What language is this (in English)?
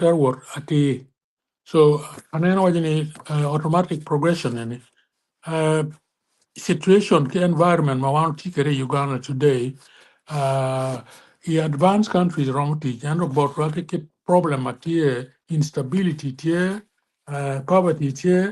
Acoli